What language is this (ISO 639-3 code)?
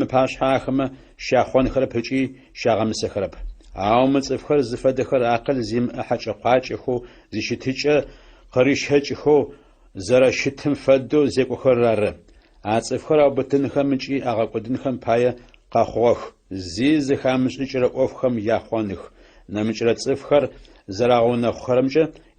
ady